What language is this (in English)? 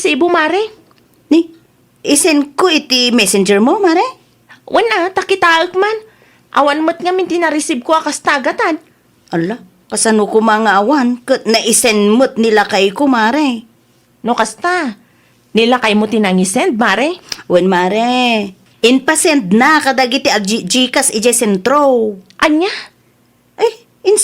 Iloko